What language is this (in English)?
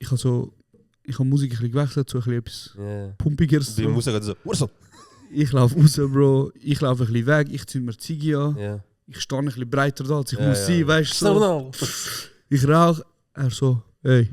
Swiss German